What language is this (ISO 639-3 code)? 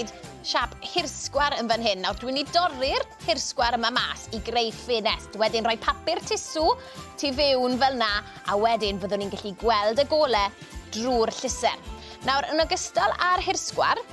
cym